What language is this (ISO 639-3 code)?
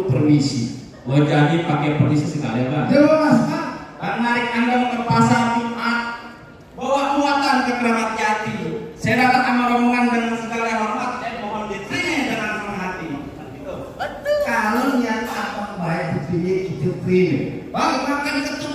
bew